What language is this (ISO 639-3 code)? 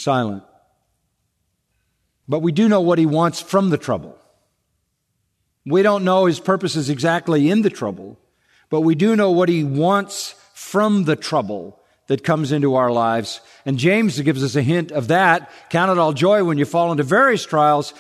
eng